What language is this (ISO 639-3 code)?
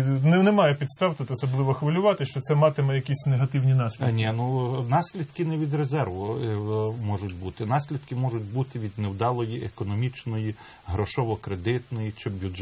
ukr